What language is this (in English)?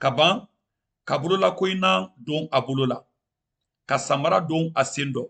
Mandingo